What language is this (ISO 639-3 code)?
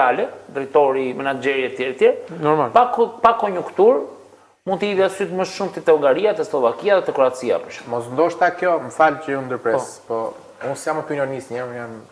sqi